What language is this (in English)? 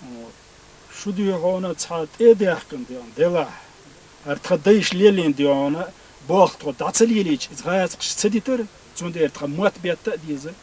Chechen